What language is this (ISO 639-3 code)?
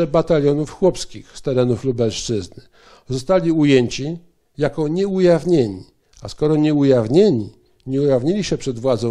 pol